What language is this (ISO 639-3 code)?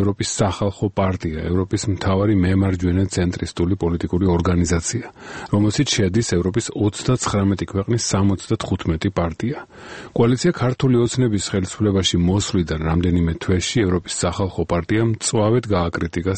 kat